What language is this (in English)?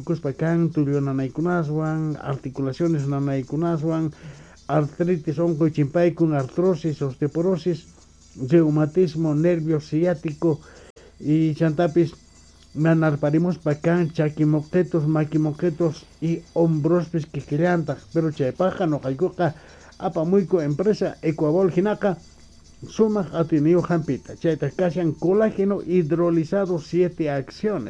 South Bolivian Quechua